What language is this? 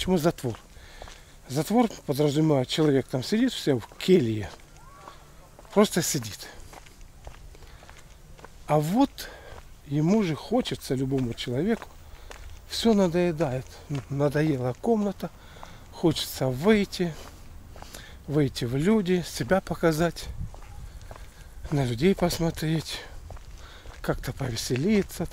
Russian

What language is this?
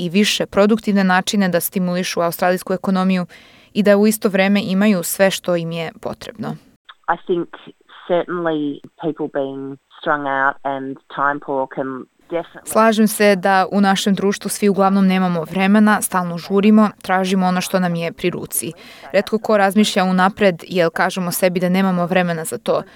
Serbian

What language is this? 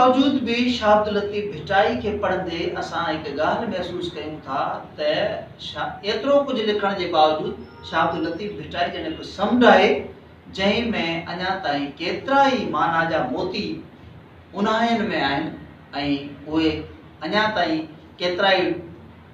Sindhi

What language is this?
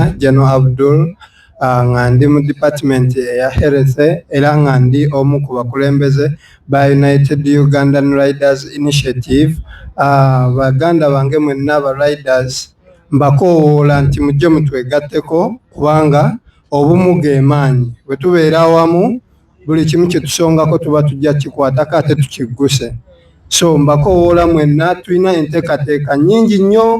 Soga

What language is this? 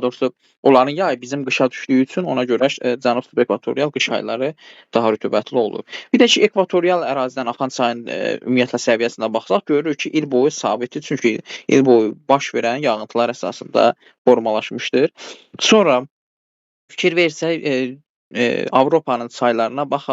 Azerbaijani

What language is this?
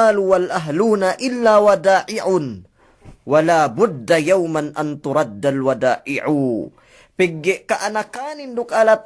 Yakan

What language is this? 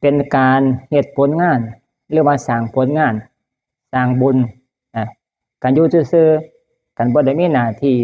Northeastern Thai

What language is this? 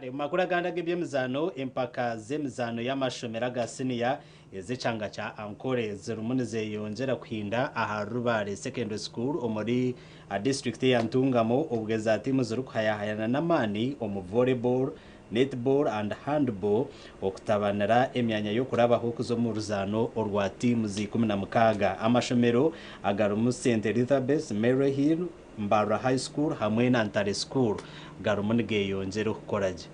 Nyankole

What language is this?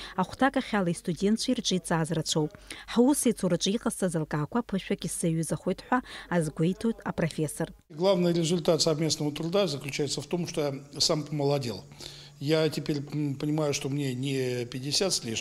Abkhazian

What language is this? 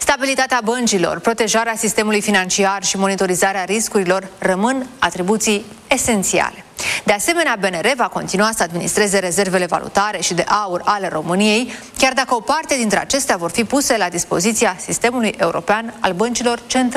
Romanian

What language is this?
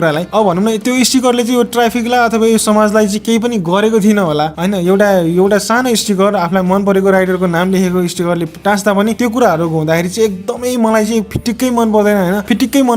Nepali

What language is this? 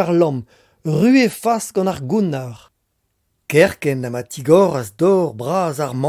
Breton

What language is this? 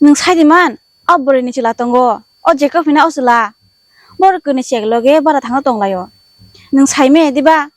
Kok Borok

